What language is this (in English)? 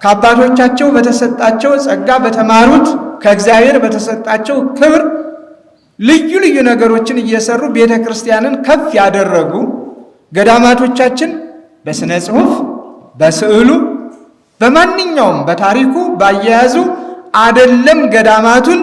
Amharic